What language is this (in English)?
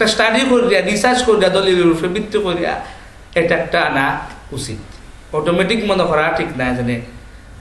Bangla